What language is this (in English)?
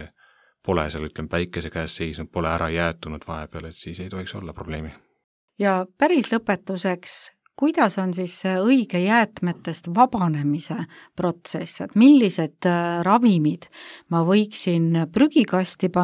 Estonian